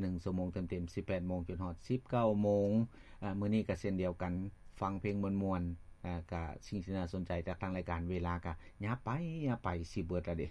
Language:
Lao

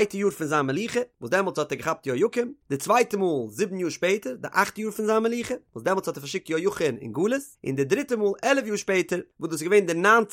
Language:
Yiddish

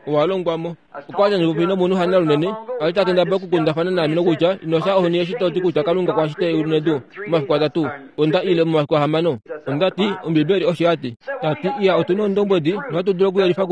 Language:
Kuanyama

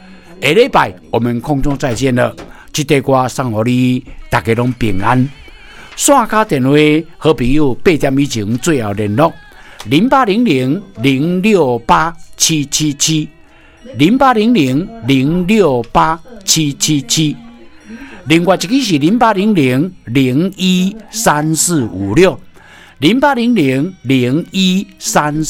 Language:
Min Nan Chinese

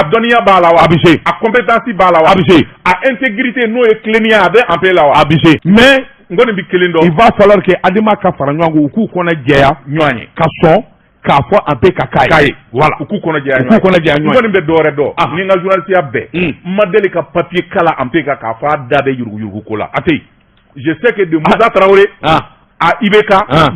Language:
Bambara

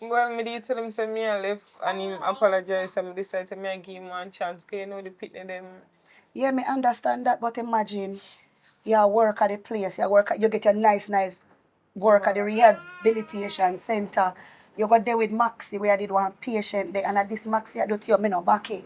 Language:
Jamaican Creole English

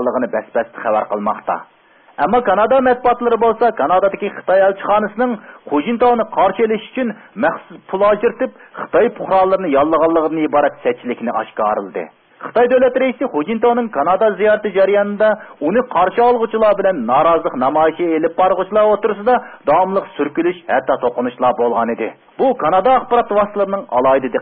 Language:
Uyghur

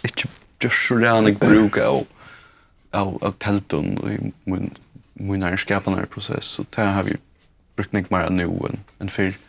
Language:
Faroese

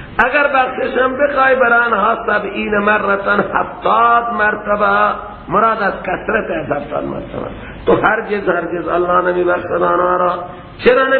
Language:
Persian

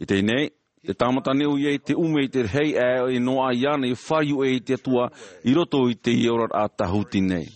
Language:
Tahitian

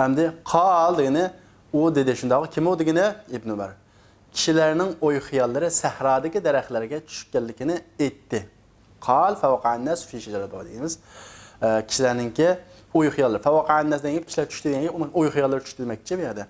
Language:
Uyghur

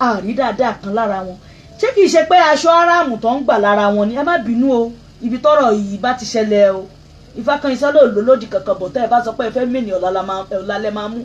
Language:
Yoruba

